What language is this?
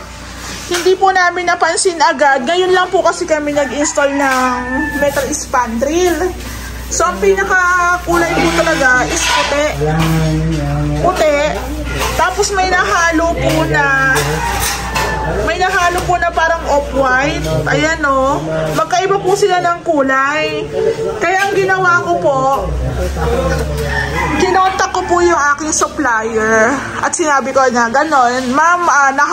Filipino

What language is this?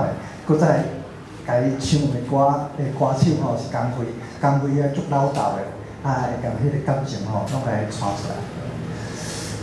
Min Nan Chinese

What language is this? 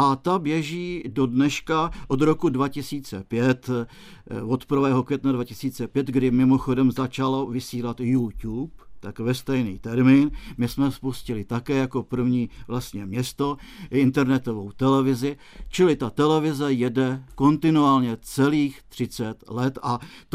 Czech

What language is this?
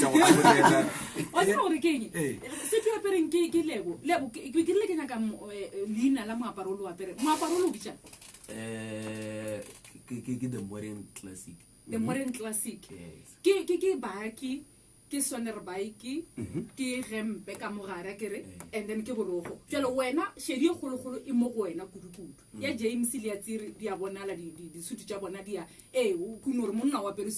Northern Sotho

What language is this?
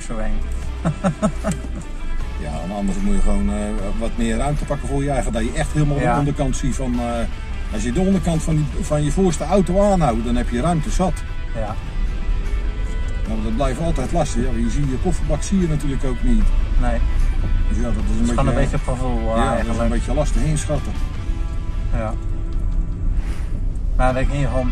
Dutch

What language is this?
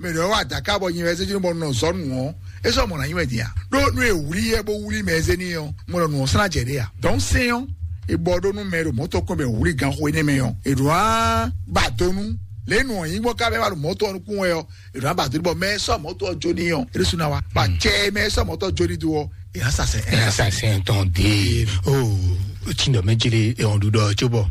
Fon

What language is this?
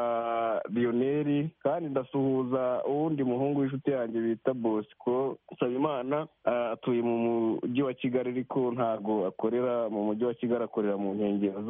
Kinyarwanda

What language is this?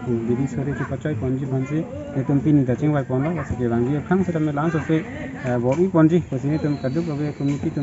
Karbi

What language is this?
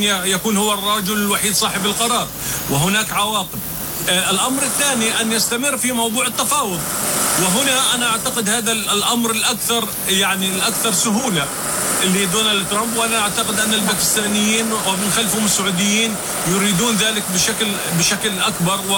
Arabic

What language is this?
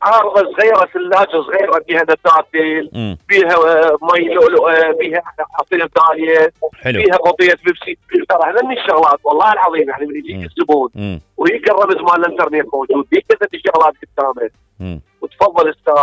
Mesopotamian Arabic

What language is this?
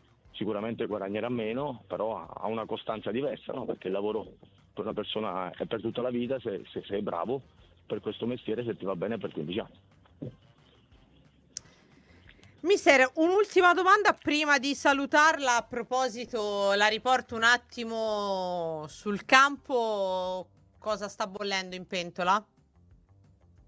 Italian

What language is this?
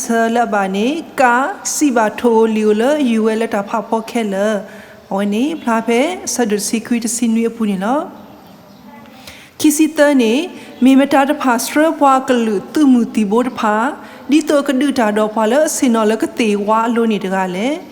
S'gaw Karen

